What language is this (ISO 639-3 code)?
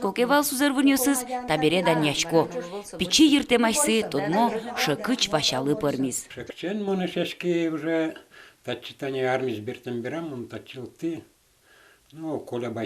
udm